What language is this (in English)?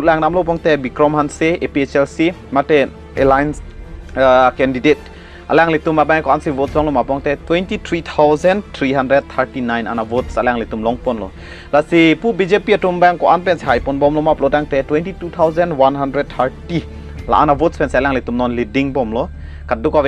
Karbi